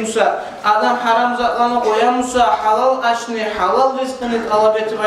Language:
Kumyk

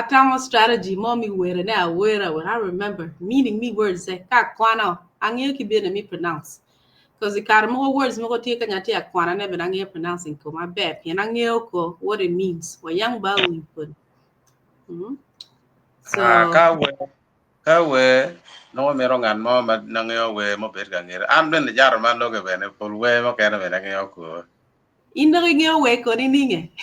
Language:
Acoli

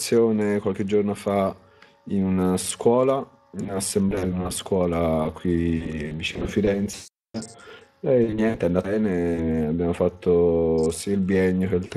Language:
Italian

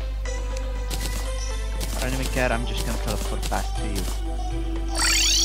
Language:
English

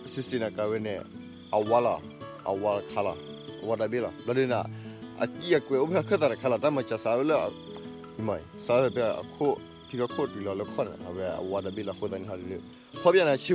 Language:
S'gaw Karen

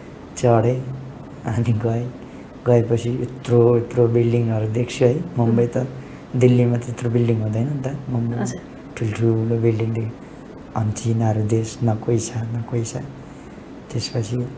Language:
Nepali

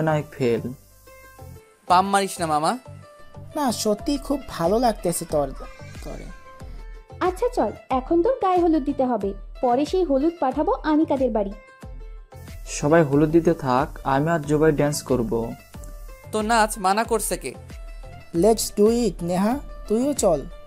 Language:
Bangla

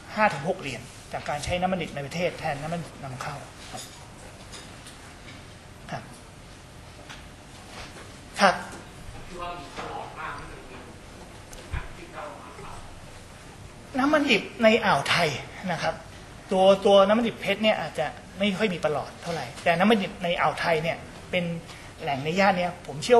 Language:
Thai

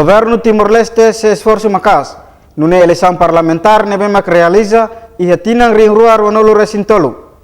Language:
Tetum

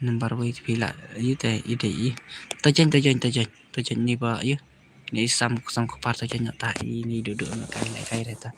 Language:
Khasi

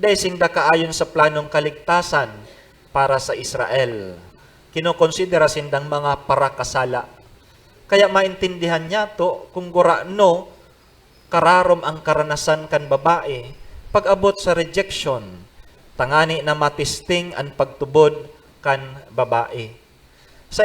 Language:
Bikol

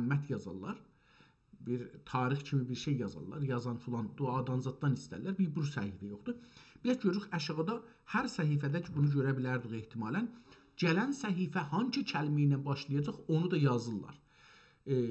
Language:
South Azerbaijani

